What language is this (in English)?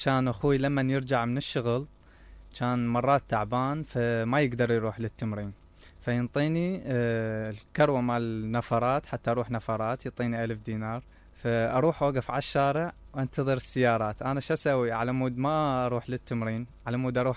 Mesopotamian Arabic